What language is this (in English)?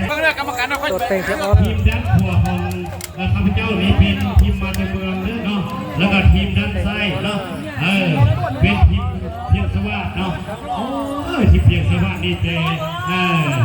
Lao